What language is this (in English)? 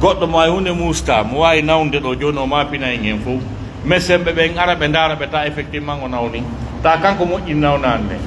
Pular